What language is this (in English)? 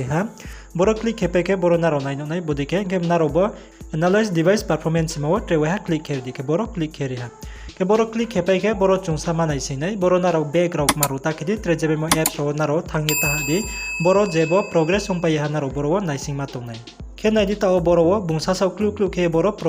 Riang (India)